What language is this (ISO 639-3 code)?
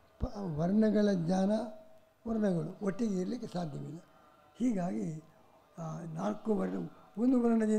kan